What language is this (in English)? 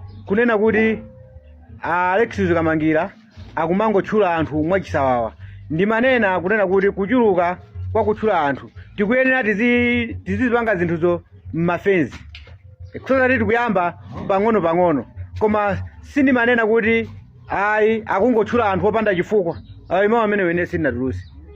Nyanja